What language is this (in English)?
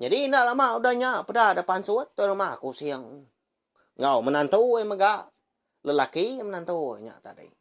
Iban